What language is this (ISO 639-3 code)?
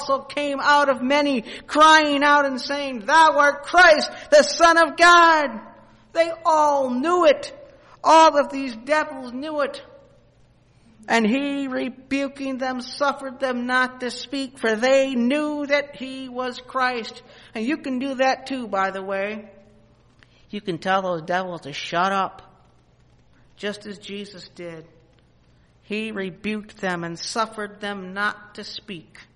eng